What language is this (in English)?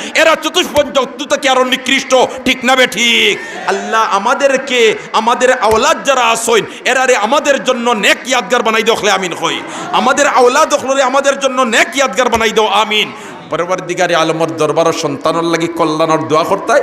Sylheti